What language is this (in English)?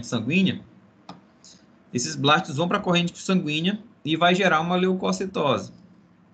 Portuguese